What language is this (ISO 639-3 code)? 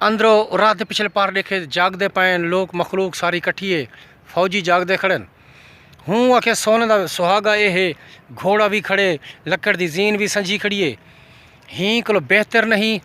skr